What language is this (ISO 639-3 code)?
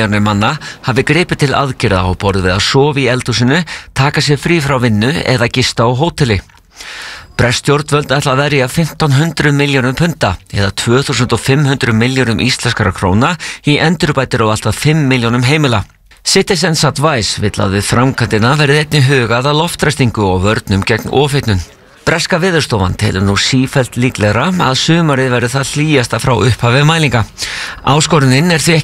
isl